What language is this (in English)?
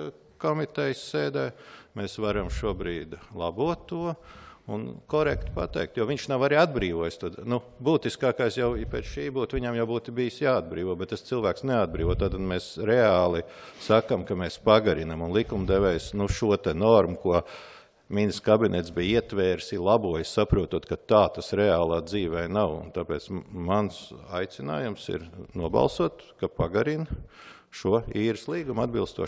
Latvian